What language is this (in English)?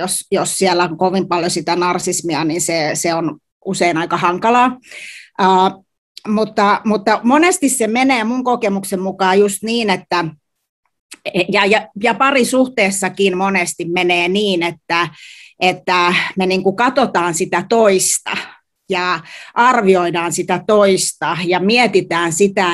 Finnish